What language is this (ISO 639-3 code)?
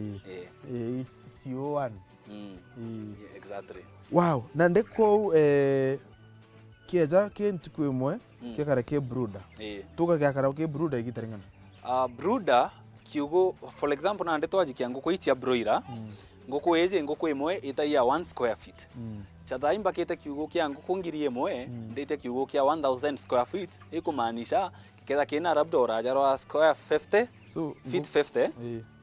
mer